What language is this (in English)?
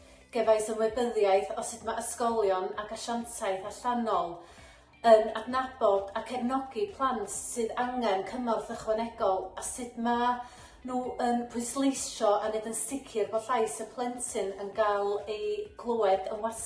Welsh